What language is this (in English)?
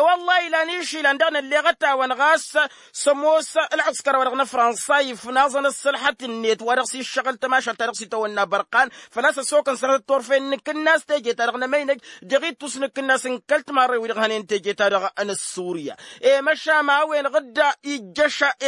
Tamasheq